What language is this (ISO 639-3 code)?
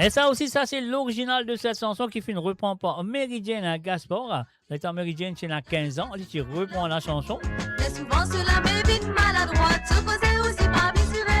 mfe